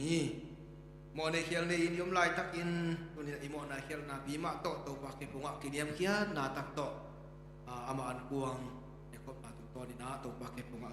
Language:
Tedim Chin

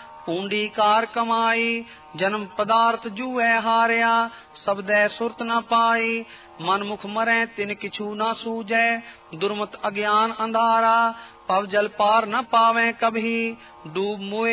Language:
Punjabi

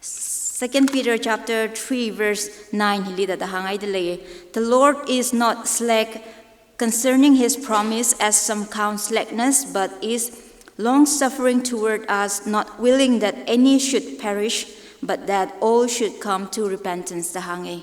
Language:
Tangkhul Naga (India)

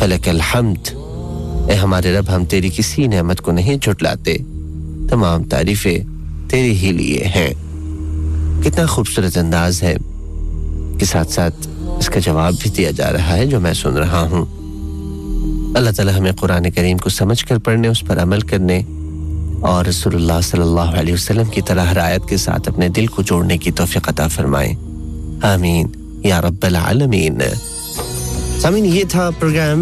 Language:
Urdu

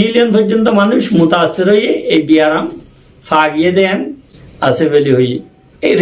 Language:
Rohingya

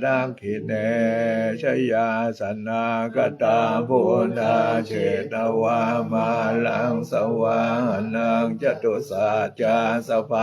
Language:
Pali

